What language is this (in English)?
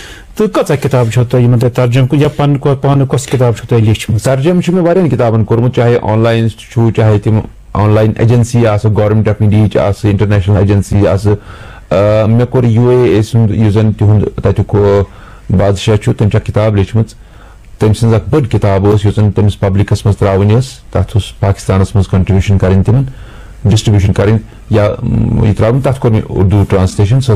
Kashmiri